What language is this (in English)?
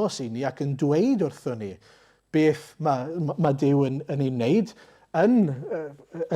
Welsh